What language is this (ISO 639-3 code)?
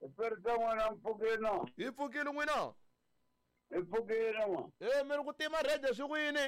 tso